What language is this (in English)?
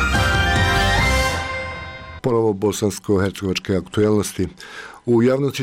Bosnian